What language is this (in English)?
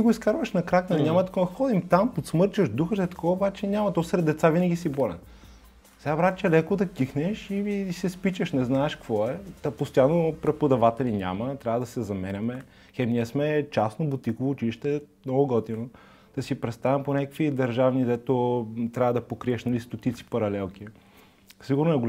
Bulgarian